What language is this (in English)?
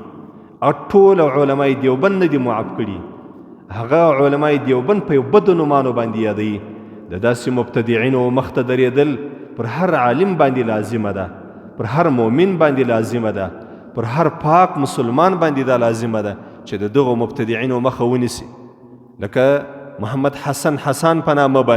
Pashto